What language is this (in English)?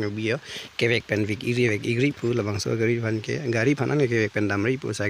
Karbi